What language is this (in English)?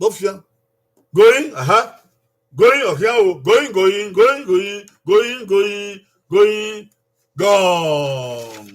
Bini